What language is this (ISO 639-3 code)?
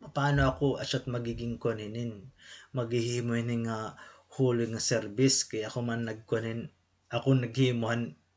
war